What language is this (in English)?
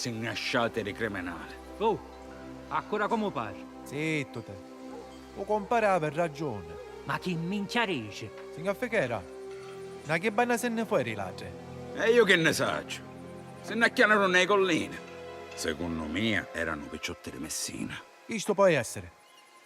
Sicilian